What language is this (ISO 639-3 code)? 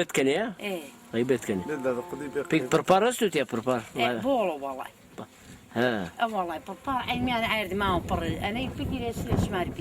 zza